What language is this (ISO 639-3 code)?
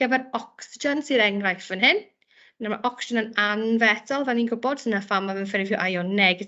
cym